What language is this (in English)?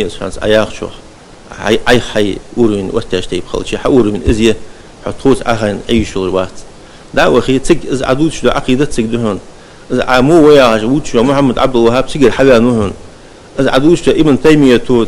Ingush